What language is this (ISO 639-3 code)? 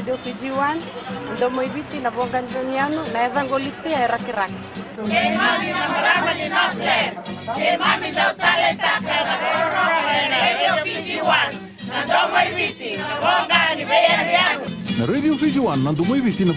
fij